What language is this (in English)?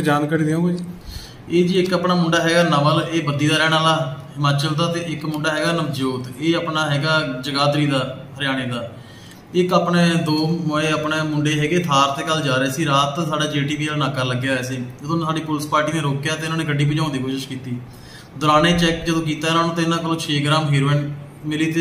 Punjabi